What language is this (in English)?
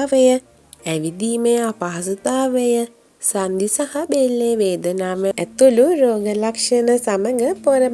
Sinhala